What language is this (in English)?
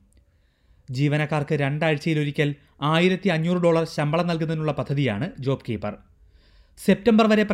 Malayalam